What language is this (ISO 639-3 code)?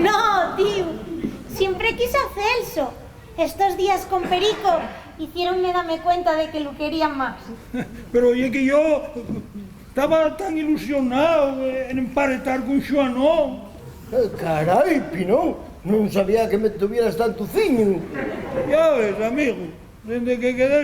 ast